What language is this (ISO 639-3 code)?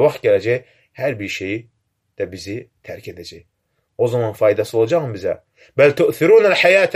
aze